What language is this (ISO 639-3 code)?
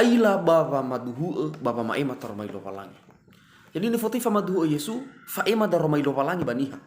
nia